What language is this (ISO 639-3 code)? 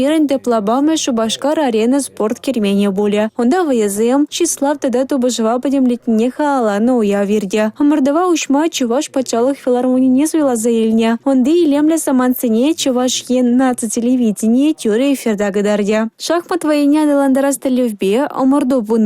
chv